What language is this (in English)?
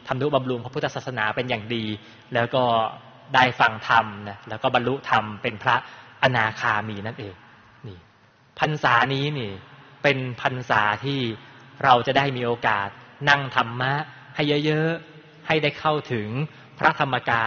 Thai